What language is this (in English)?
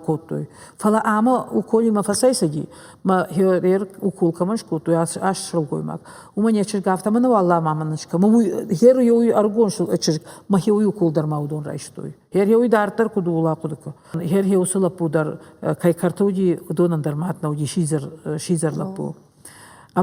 Ossetic